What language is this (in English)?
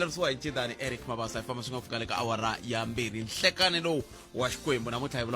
Tsonga